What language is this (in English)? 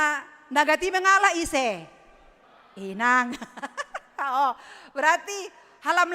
Batak Simalungun